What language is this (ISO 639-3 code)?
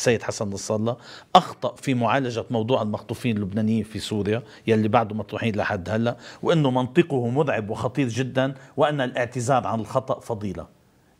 apc